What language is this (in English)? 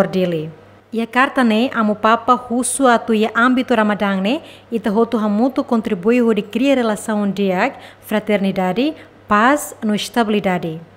Tetum